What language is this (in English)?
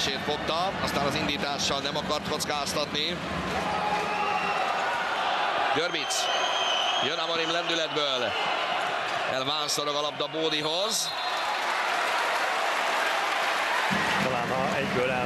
Hungarian